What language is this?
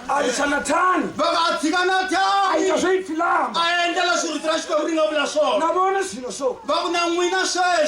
Tsonga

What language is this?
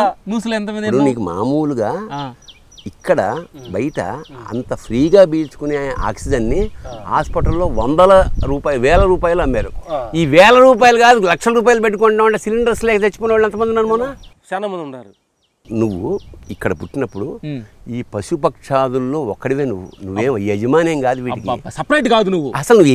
Telugu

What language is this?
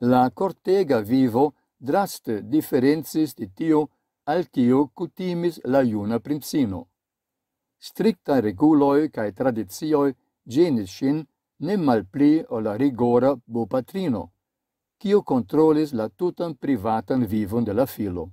Esperanto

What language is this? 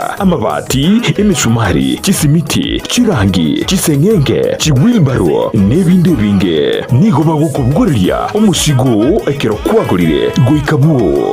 Gusii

